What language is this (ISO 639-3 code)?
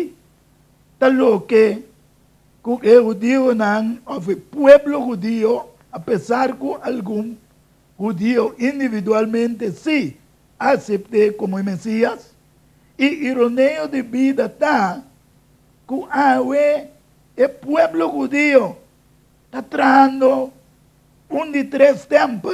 pap